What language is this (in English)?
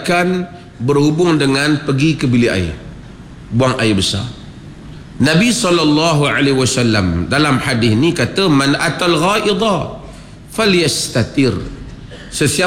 Malay